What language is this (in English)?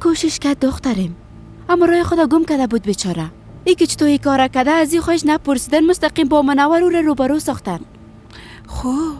Persian